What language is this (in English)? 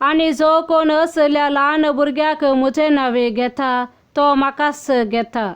Konkani